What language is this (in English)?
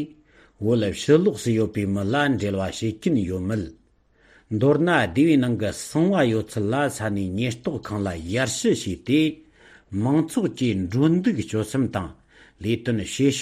Tibetan